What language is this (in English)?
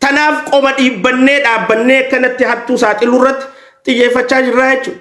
Oromo